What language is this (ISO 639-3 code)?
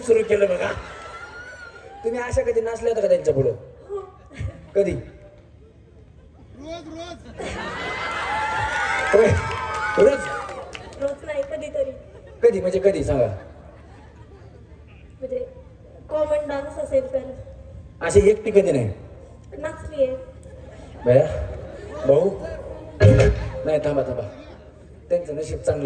mar